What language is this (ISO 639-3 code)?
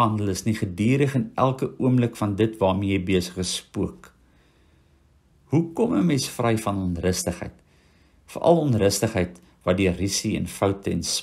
afr